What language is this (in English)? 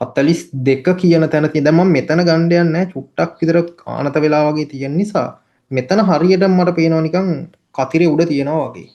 Sinhala